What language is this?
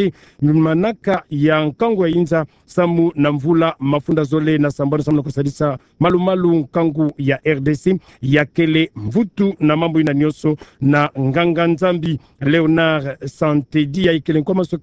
Kituba (Democratic Republic of Congo)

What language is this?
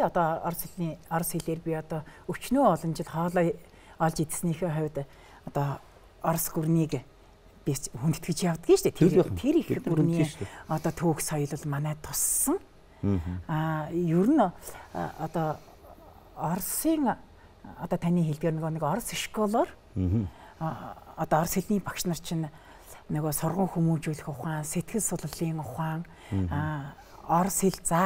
Mongolian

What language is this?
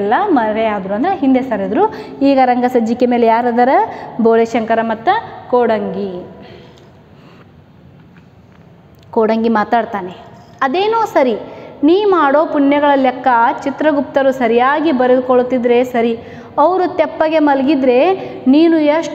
Kannada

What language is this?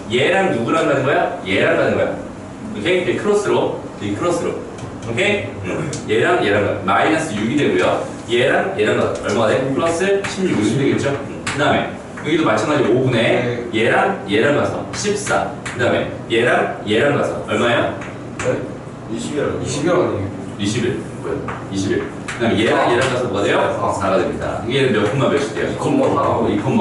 Korean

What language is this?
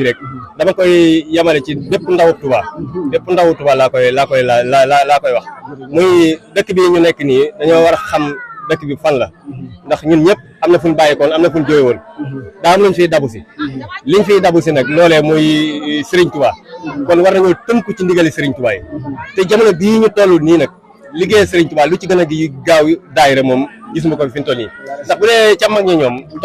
Wolof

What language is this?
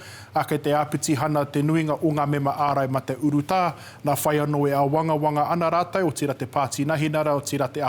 Māori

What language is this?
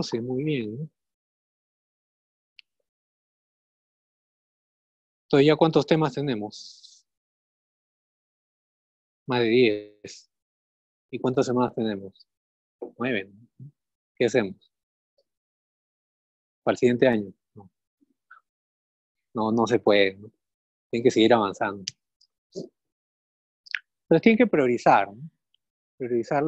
Spanish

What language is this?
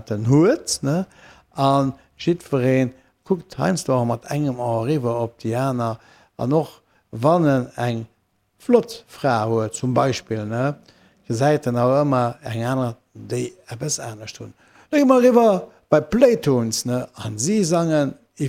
Luxembourgish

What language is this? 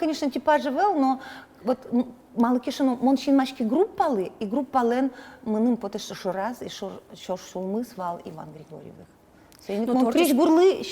Udmurt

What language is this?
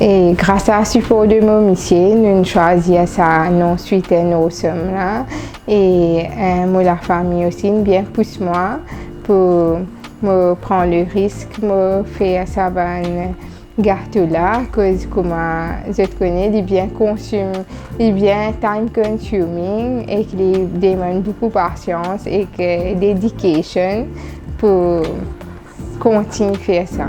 Morisyen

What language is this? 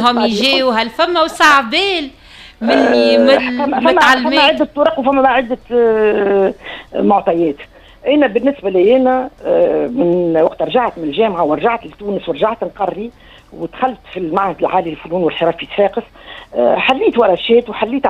Tunisian Arabic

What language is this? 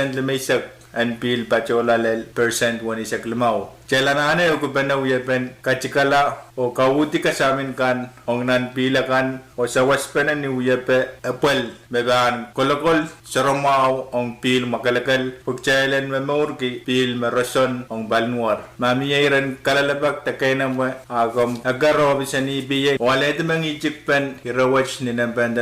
Pohnpeian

